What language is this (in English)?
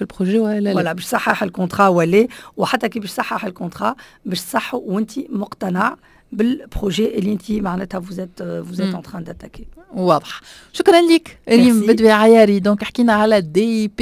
Tunisian Arabic